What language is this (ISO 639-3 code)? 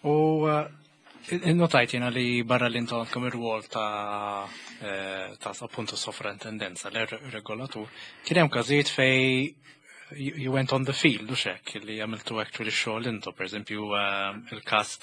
mlt